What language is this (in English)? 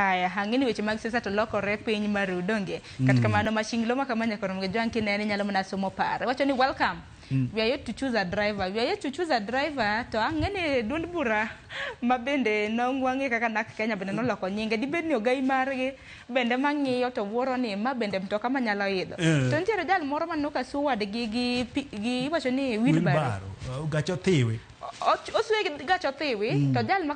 Luo (Kenya and Tanzania)